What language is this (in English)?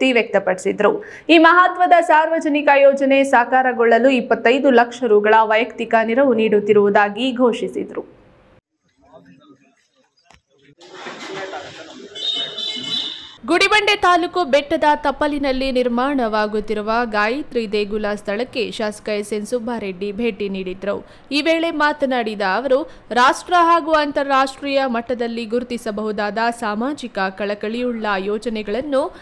Kannada